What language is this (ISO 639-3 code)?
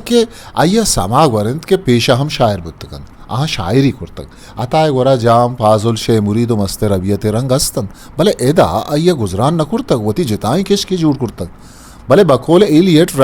bgp